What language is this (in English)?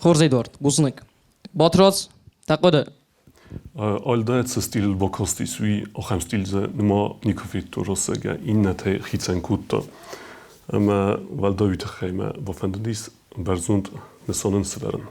Ossetic